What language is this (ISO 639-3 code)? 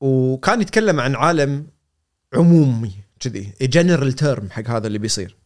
afb